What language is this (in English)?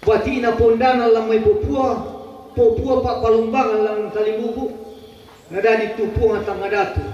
Toraja-Sa'dan